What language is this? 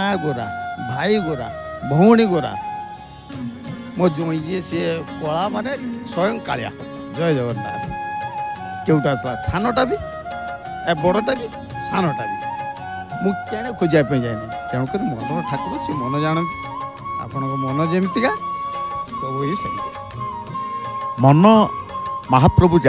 Odia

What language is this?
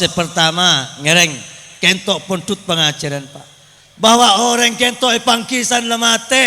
Madurese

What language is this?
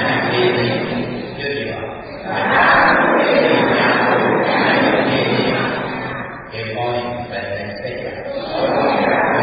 Burmese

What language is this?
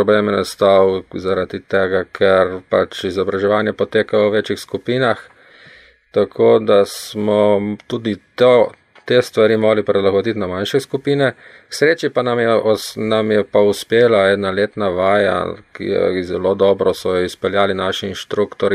Slovenian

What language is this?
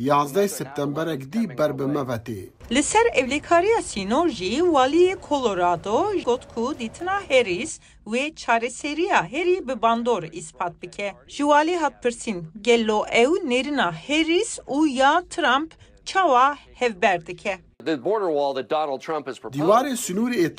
Kurdish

